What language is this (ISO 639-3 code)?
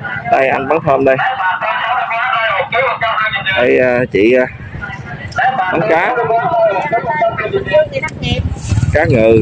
vie